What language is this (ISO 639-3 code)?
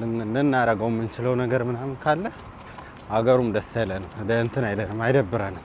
amh